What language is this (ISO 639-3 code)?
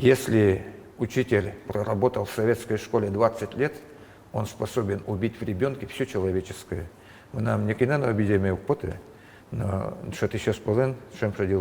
udm